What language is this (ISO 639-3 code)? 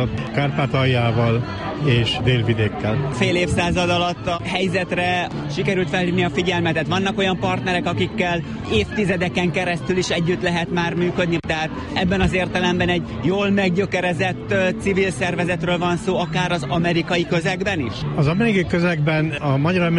hun